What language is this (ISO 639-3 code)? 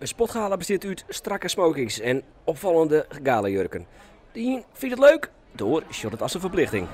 fry